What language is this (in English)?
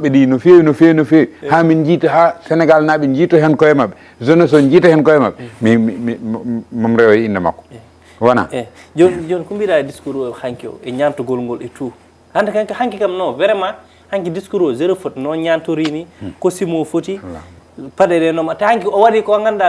Fula